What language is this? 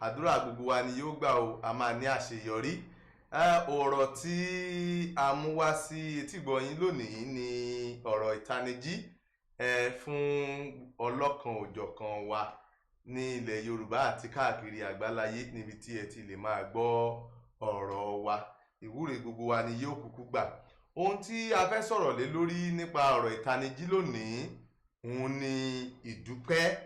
Yoruba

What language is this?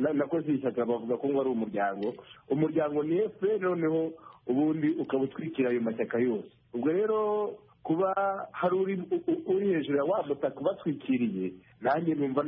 Kinyarwanda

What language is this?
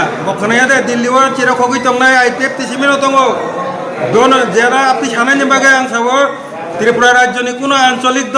Kok Borok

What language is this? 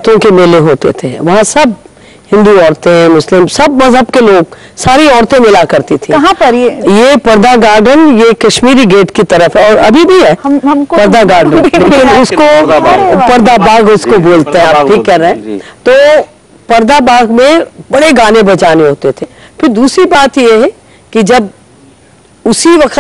Hindi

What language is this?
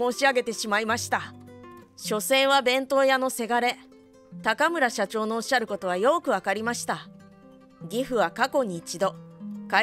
Japanese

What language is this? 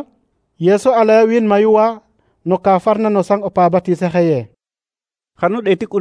Serer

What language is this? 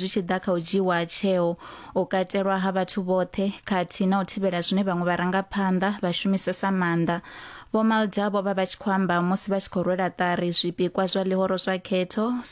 Venda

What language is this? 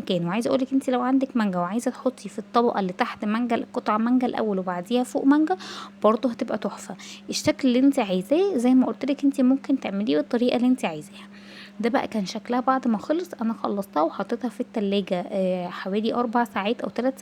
Egyptian Arabic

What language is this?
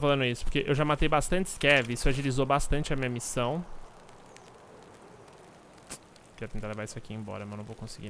Portuguese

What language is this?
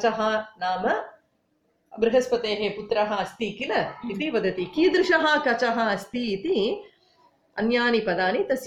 Sanskrit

